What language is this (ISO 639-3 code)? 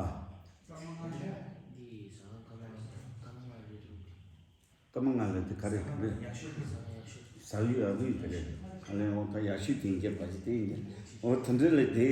bod